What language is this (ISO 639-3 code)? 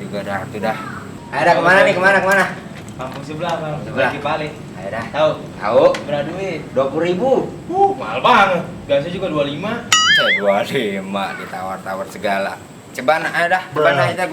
bew